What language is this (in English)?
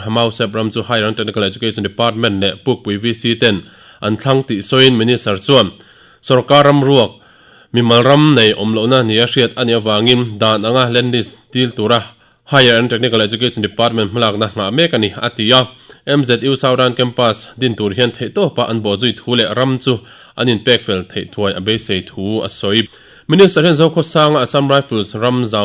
Mizo